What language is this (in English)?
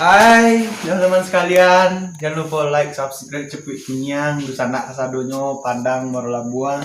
Minangkabau